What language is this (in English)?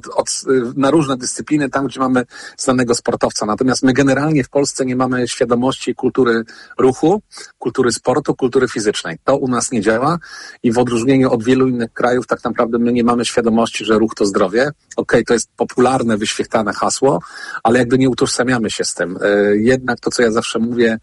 Polish